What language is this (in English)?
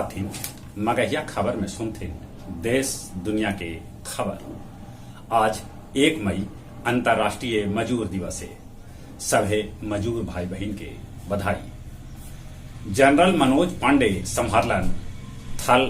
Magahi